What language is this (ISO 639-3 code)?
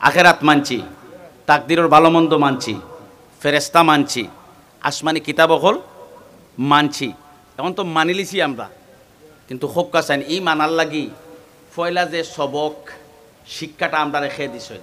syl